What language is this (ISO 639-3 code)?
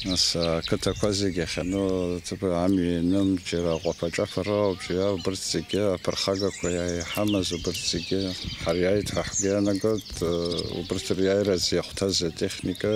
abk